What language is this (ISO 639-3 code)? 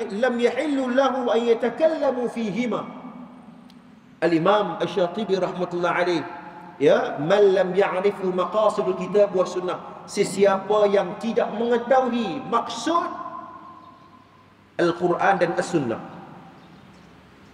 msa